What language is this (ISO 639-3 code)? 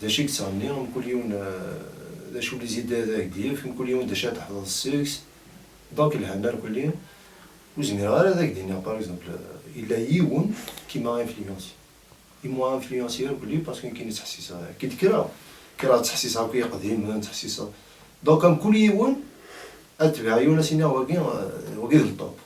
kab